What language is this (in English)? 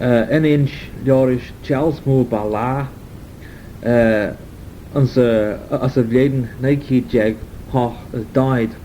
Manx